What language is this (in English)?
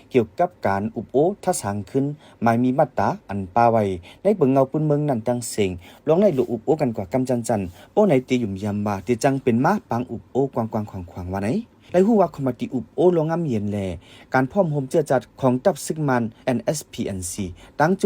Shan